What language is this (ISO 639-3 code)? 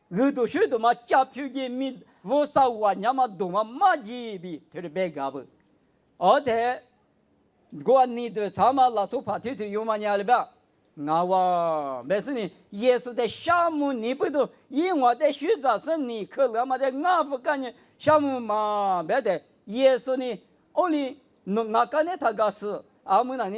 lis